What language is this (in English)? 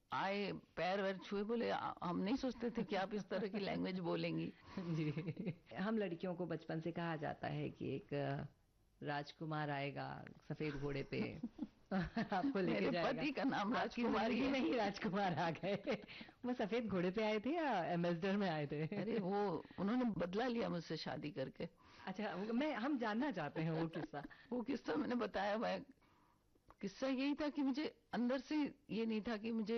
Hindi